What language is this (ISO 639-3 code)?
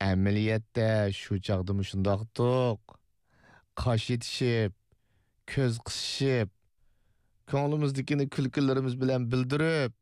uig